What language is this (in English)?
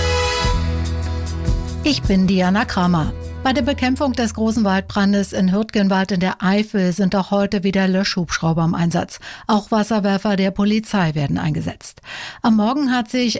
German